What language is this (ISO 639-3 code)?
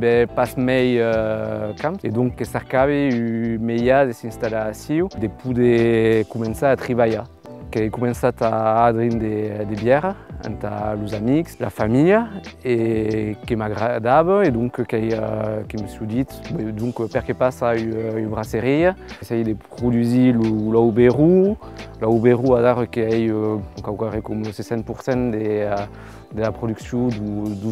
oci